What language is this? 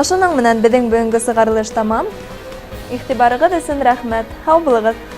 Bashkir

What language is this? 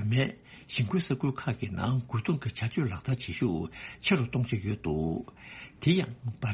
Tibetan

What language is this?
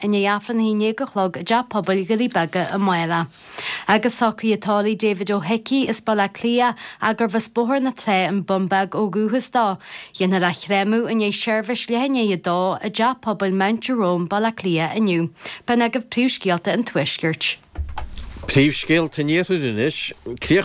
Irish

